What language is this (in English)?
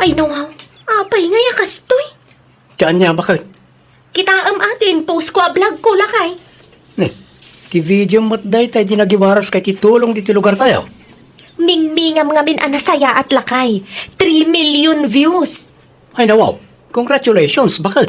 Iloko